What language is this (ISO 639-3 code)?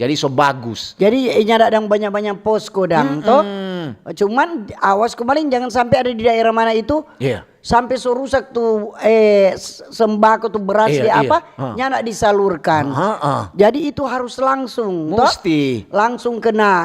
xmm